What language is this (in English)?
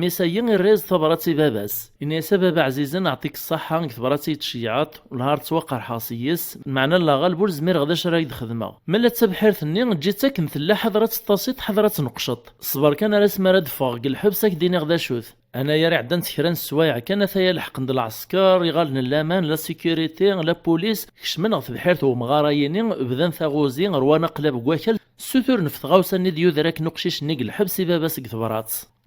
Kabyle